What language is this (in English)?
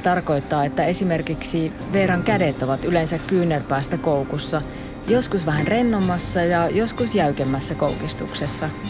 Finnish